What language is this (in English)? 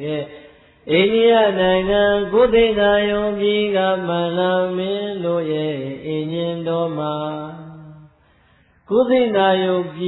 Burmese